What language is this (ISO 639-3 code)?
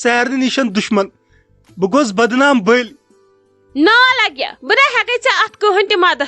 kas